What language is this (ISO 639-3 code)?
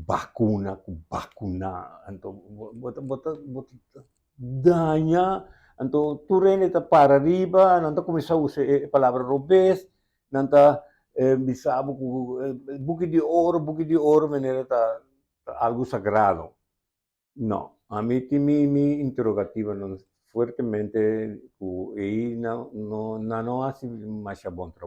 pap